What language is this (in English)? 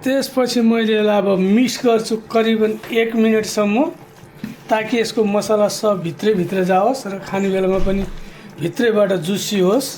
Nepali